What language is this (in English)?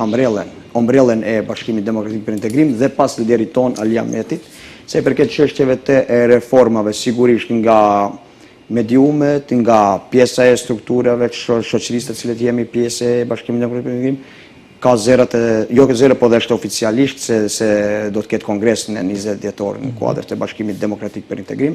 Albanian